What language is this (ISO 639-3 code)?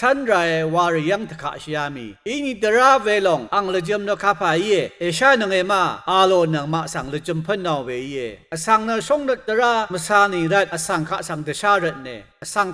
raw